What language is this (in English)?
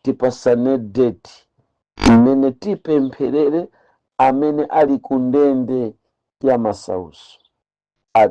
Nyanja